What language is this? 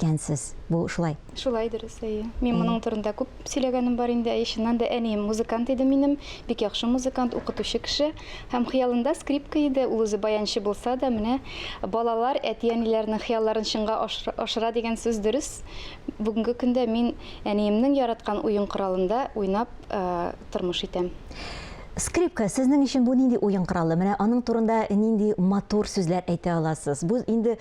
Tatar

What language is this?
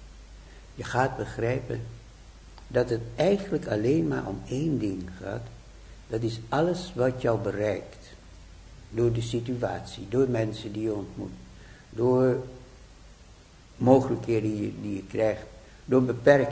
Dutch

